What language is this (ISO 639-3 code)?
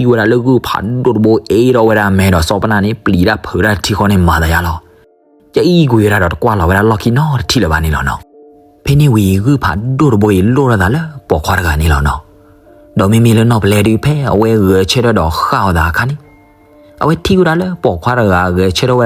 ksw